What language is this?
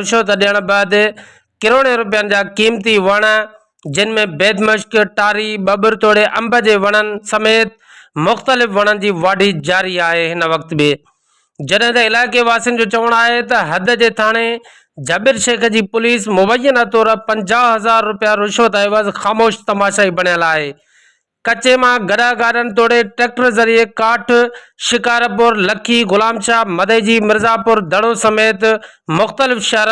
Sindhi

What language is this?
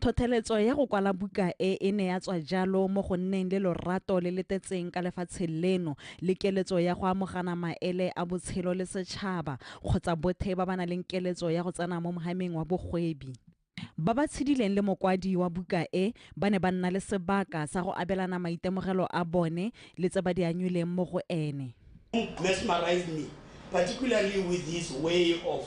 Tswana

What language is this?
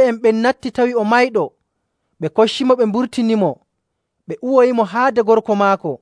Nigerian Fulfulde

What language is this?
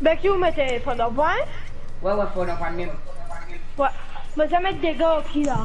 Morisyen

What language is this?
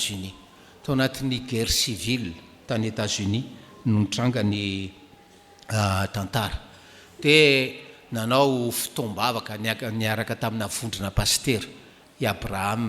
Malagasy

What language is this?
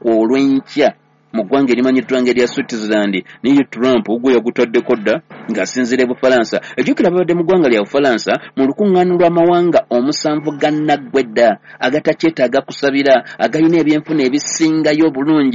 Ganda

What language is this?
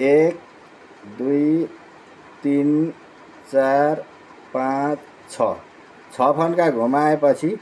Nepali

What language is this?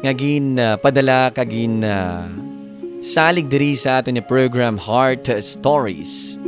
Hiligaynon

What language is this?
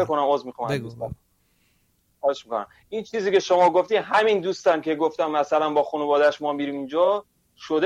Persian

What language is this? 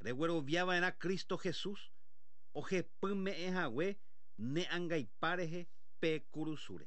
Guarani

